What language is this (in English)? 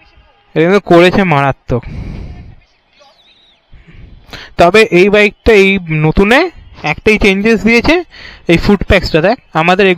Bangla